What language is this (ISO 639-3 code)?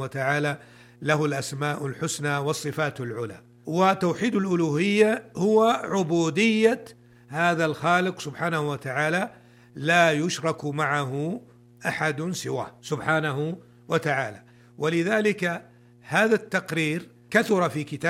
ara